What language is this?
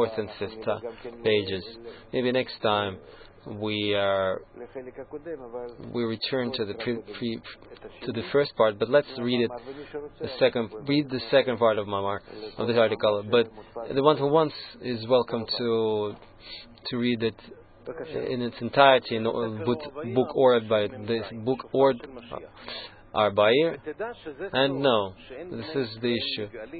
English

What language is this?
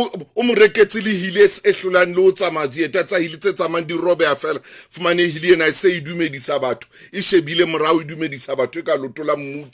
Southern Sotho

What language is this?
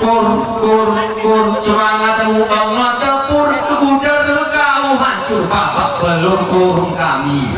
Gayo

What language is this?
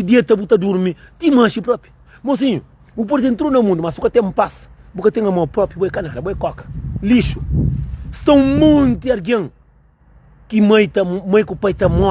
Kabuverdianu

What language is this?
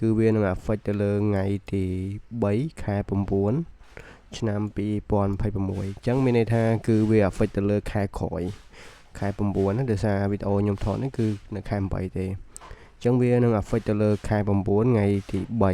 Khmer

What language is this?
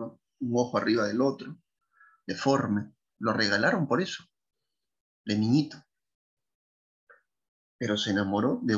Spanish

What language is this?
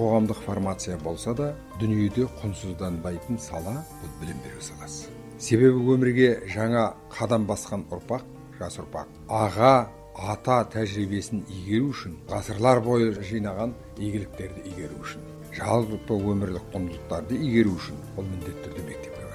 Kazakh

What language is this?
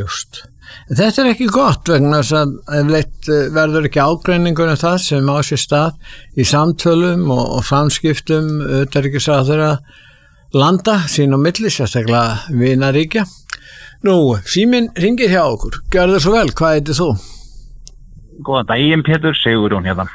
Icelandic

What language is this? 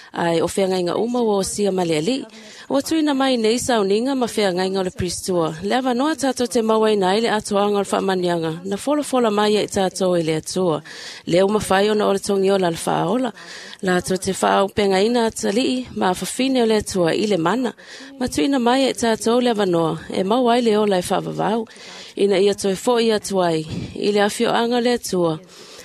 Samoan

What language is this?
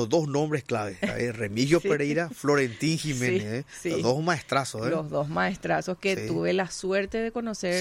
Spanish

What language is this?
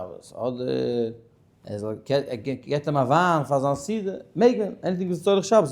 Yiddish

